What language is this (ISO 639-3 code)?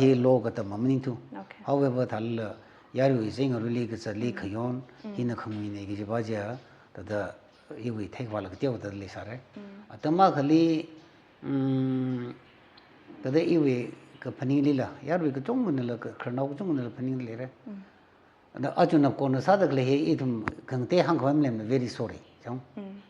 nmf